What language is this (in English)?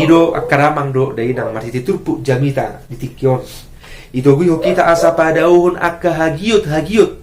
Batak Toba